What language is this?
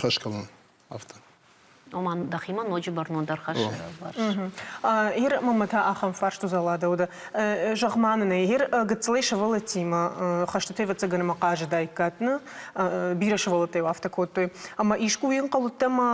Ossetic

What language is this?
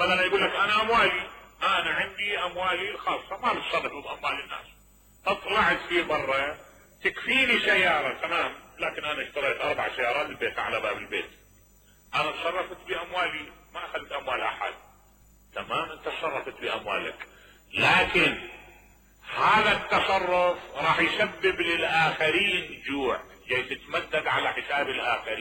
Mesopotamian Arabic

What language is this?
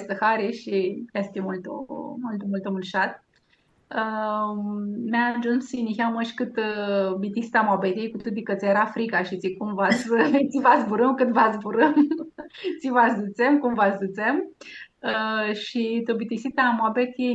Aromanian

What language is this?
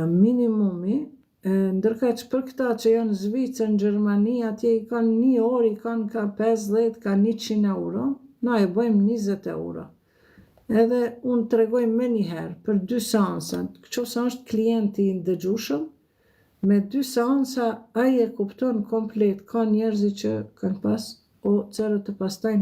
Albanian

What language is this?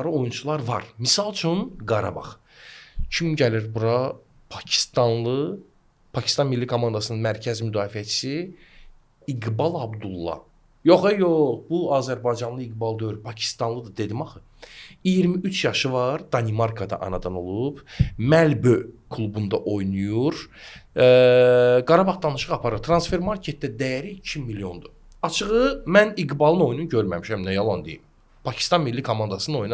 Azerbaijani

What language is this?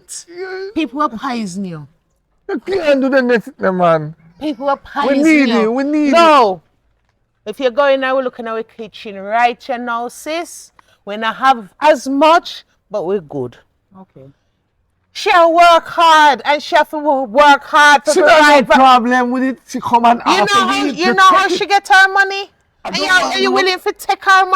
Jamaican Creole English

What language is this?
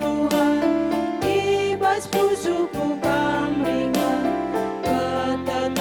Batak Karo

